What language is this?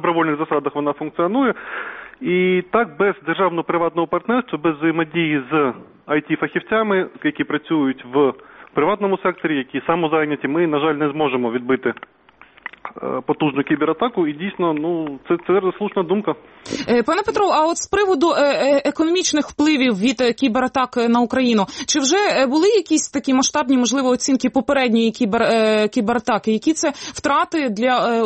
Ukrainian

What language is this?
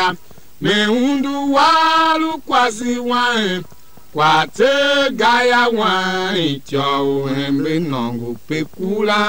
Tiv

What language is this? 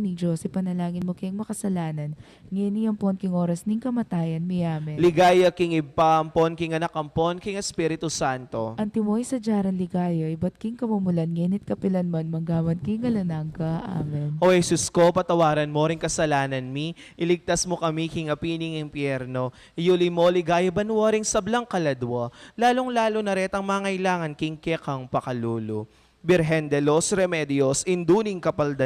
Pampanga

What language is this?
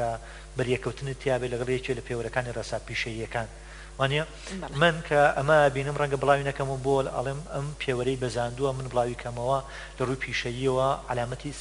Central Kurdish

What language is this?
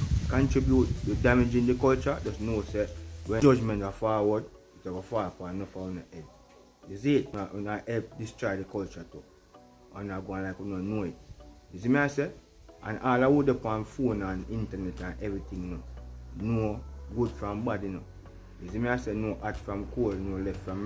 Jamaican Creole English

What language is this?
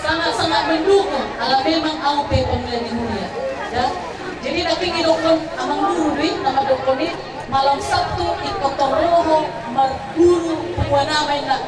Batak Toba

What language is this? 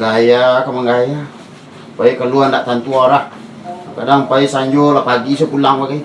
Minangkabau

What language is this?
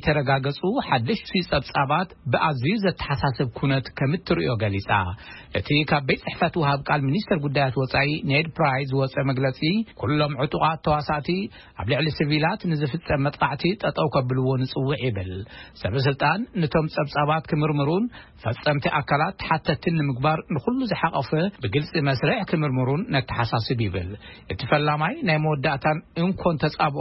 Tigrinya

